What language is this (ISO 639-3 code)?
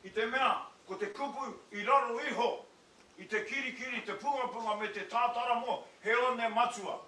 mri